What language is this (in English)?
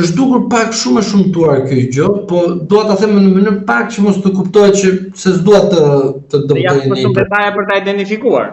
Albanian